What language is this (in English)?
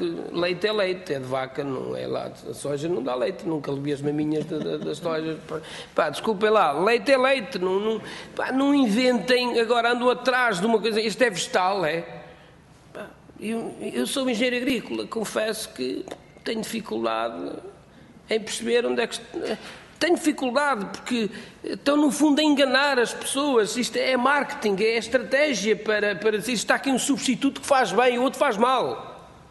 Portuguese